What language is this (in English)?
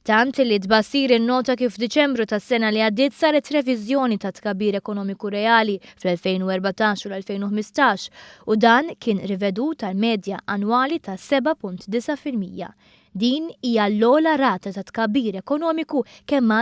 Maltese